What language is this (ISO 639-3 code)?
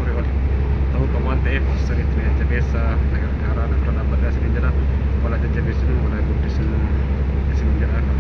orm